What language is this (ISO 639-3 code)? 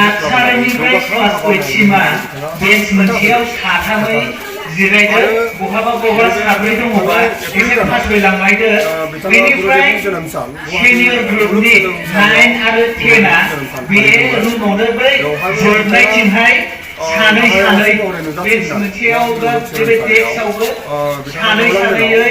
brx